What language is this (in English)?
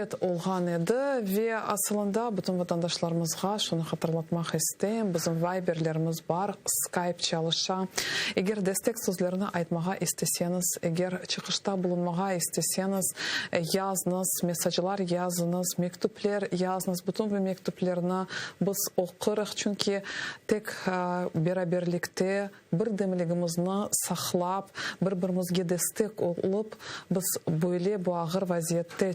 Crimean Tatar